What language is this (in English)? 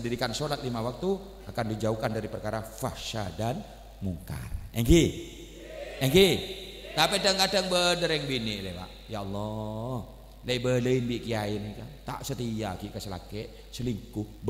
Madurese